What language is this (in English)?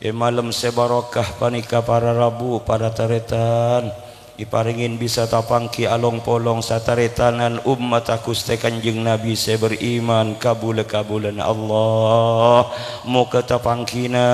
Madurese